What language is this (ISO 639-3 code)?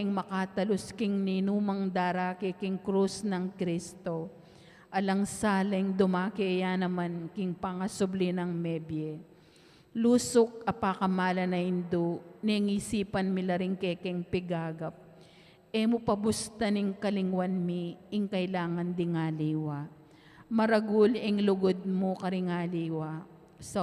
pam